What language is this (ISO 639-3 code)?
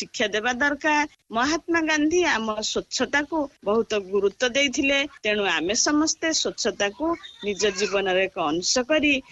ori